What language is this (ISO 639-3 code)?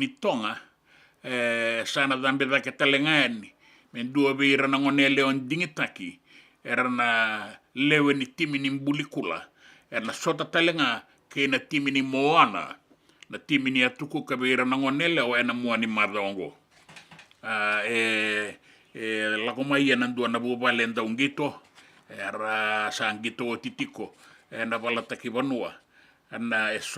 fij